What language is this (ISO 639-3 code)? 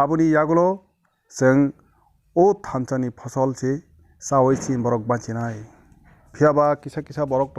trp